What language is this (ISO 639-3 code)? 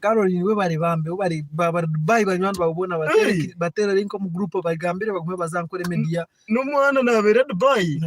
nyn